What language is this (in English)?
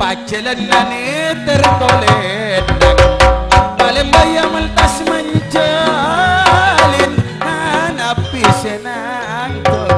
Madurese